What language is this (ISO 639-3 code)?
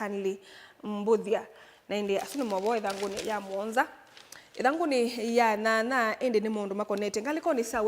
kam